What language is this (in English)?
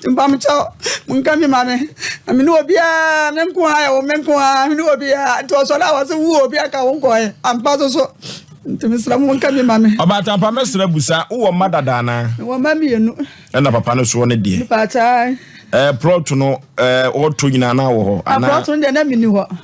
Akan